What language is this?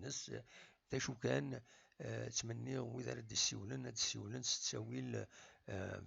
Kabyle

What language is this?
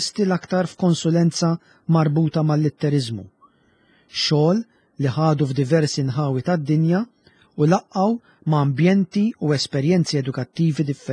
Maltese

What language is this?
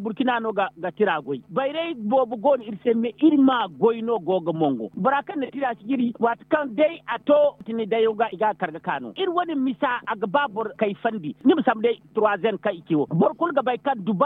Zarma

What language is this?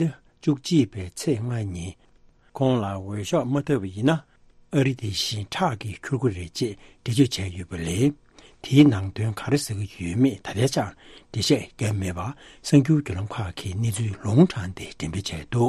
Tibetan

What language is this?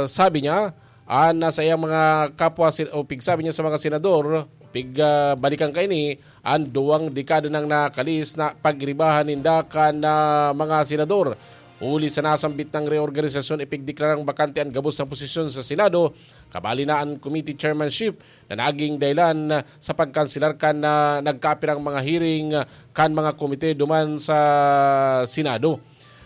Bikol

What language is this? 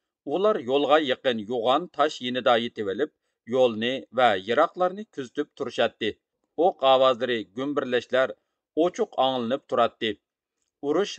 Uyghur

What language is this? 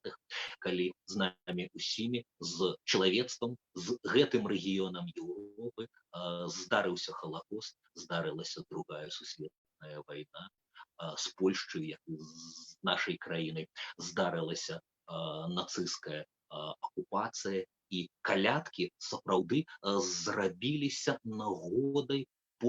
Belarusian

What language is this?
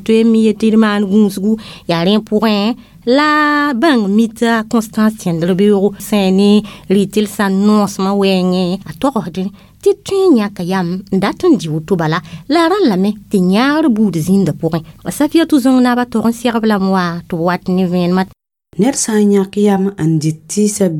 Mossi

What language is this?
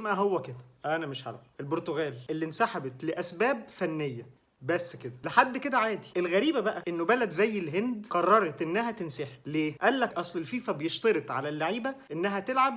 Egyptian Arabic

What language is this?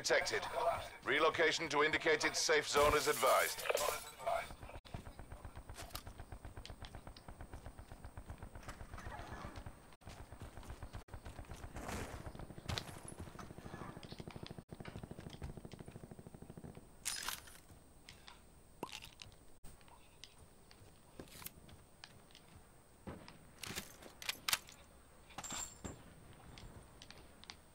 English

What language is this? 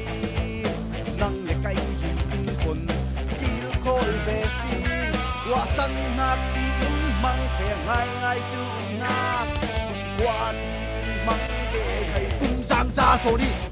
Falam Chin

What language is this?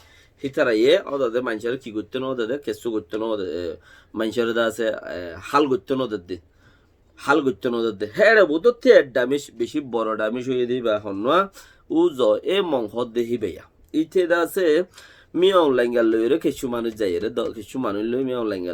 Rohingya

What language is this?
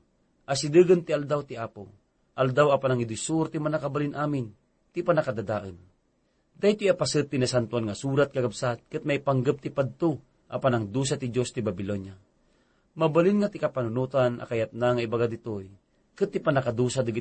Iloko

